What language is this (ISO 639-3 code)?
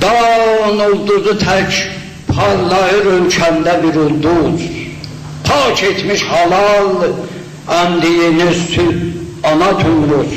azb